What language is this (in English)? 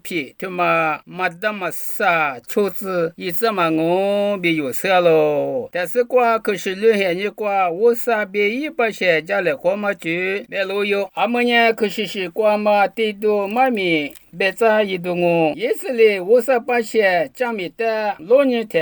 Lisu